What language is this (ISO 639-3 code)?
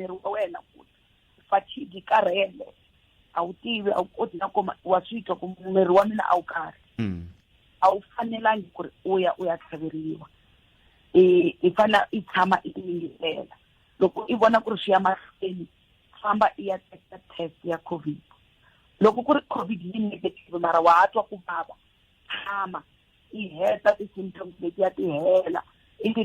tso